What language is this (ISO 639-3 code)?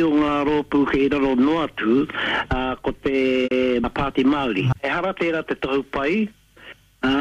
mri